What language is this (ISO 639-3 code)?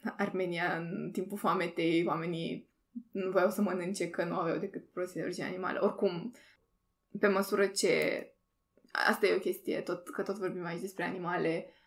ron